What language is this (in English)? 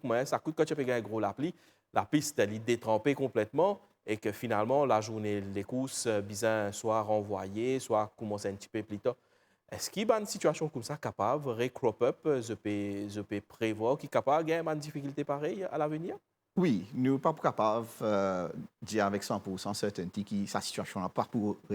Morisyen